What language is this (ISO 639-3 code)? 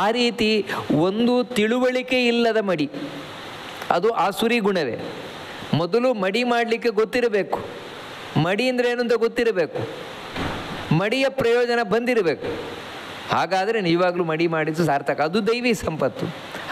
kan